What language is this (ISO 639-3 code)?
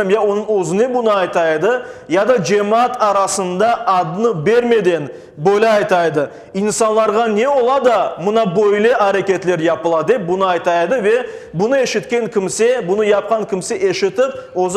crh